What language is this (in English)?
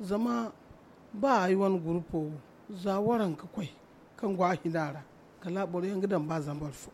Zarma